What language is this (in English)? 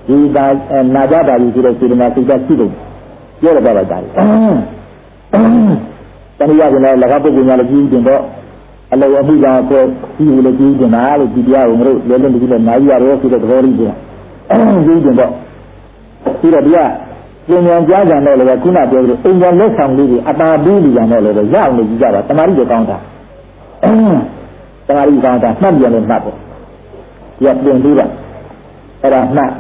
Burmese